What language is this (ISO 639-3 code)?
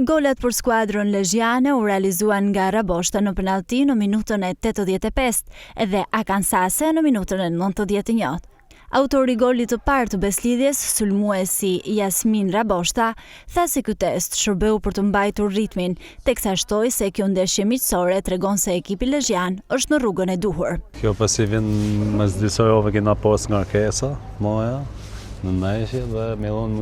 sqi